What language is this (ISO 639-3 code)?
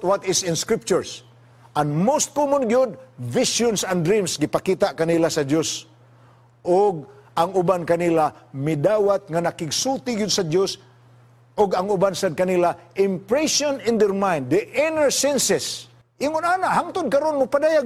ceb